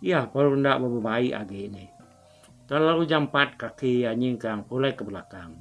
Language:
Iban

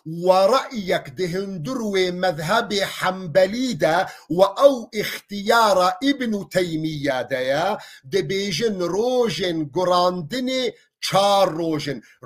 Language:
Kurdish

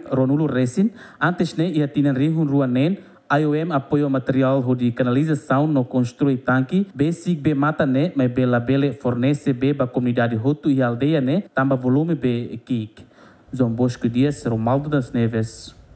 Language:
Tetum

